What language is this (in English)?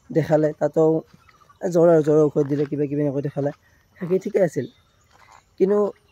Assamese